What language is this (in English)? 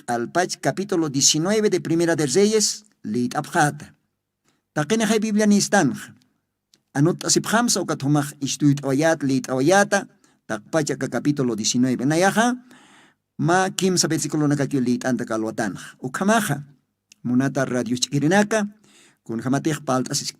Aymara